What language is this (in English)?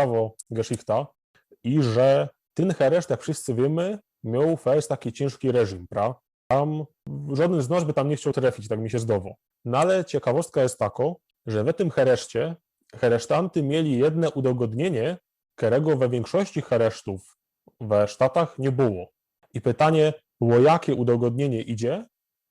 Silesian